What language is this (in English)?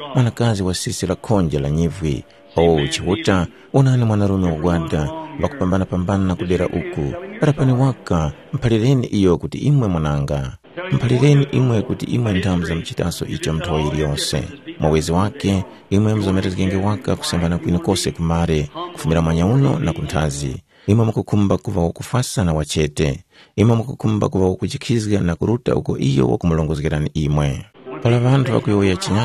Tumbuka